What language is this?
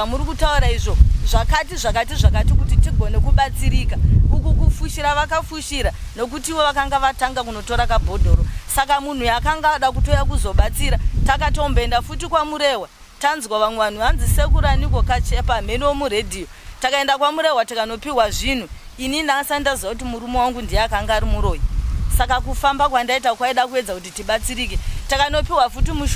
Shona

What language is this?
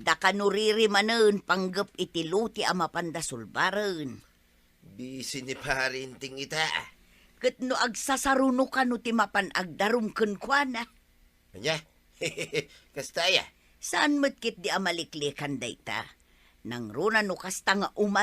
Iloko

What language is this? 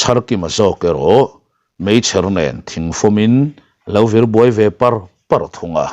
Mizo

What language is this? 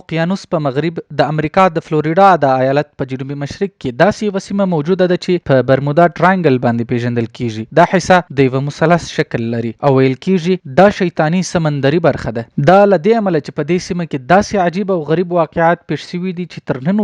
Pashto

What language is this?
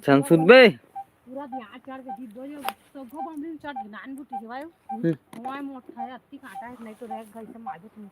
Chhattisgarhi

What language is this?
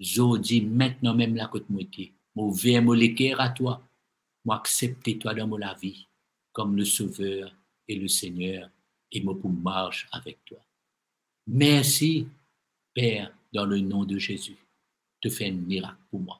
Morisyen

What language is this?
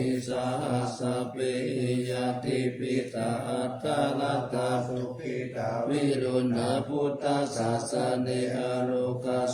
Pali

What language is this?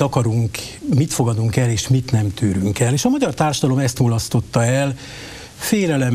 Hungarian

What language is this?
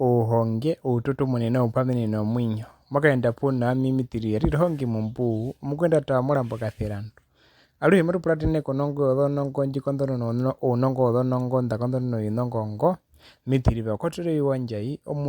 Herero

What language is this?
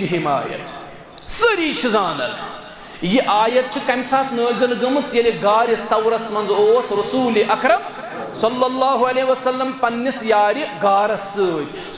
Kashmiri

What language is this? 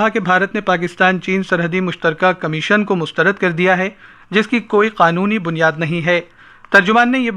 Urdu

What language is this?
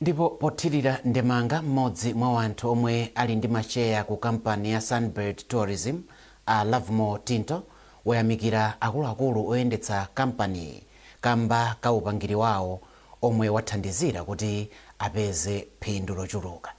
Nyanja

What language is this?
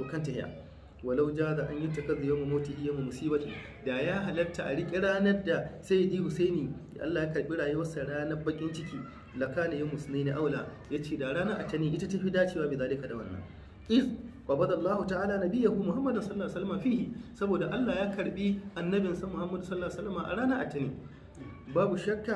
Hausa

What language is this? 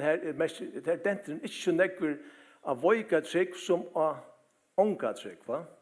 Faroese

